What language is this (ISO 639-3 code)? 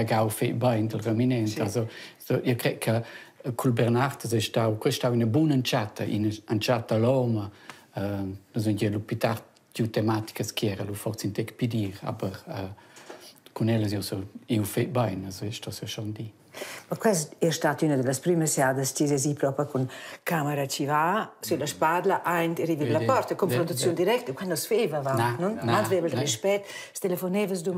roh